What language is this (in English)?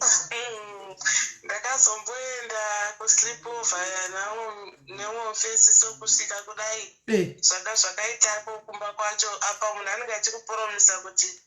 Shona